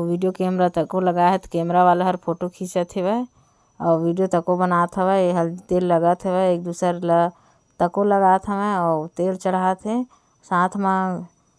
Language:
Chhattisgarhi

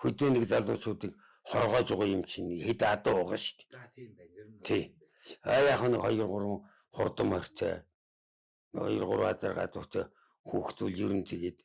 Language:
Mongolian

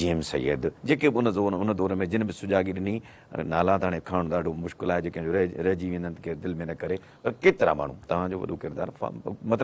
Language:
Sindhi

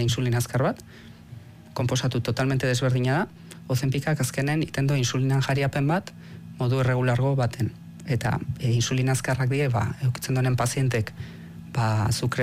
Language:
Basque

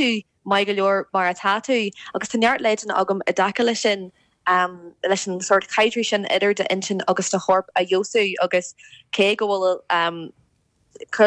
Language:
Irish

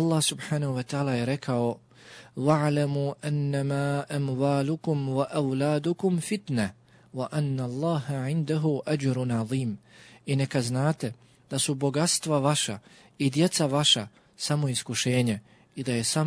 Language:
Bosnian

